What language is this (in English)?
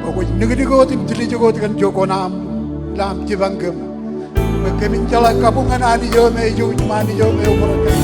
Marshallese